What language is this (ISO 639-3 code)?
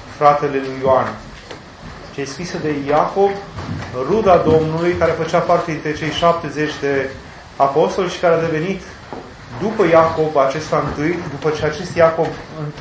ron